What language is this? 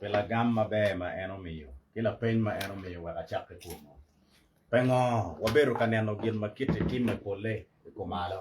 Acoli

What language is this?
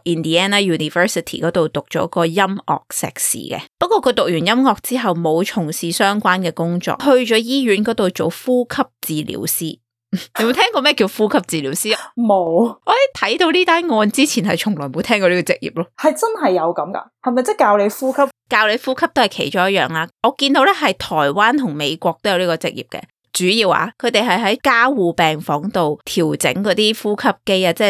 Cantonese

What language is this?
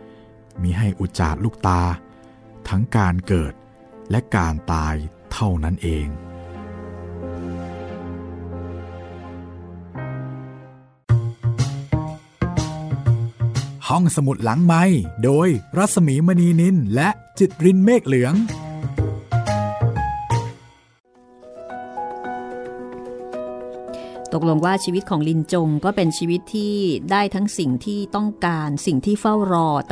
Thai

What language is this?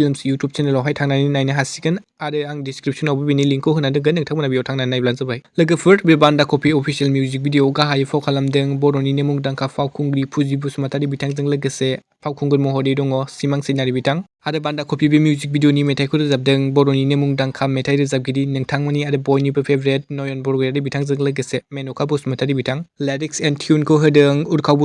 Bodo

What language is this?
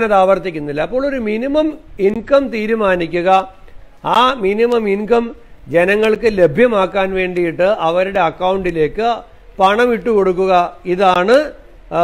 Malayalam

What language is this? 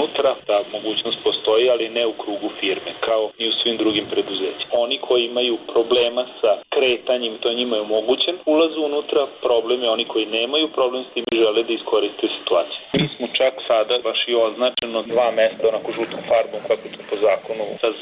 Serbian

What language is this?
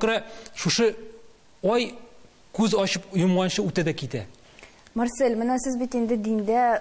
Tatar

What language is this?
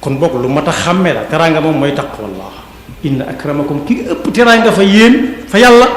Wolof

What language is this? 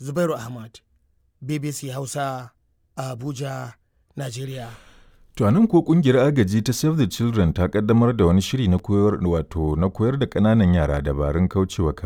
Hausa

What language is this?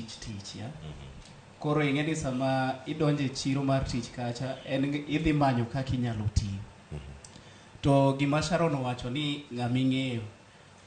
Luo (Kenya and Tanzania)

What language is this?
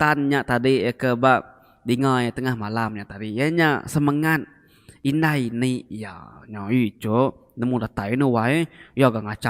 Iban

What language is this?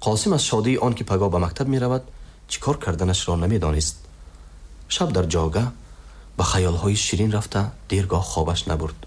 Tajik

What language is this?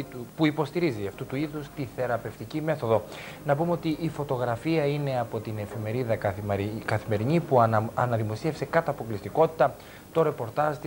Greek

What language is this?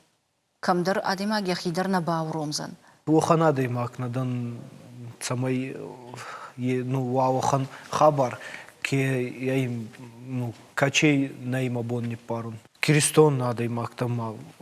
Ossetic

